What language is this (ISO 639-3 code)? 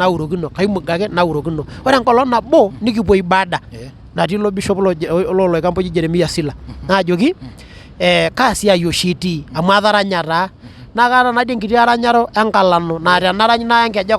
mas